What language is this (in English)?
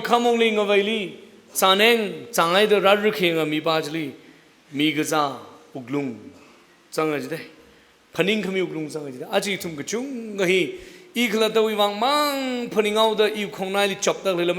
Tangkhul Naga (India)